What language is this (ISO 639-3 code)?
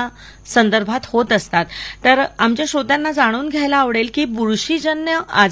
mar